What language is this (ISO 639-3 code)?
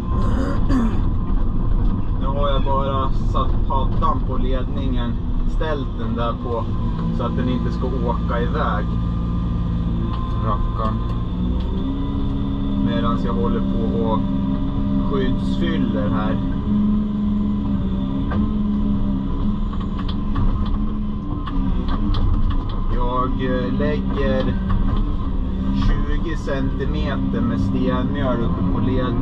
swe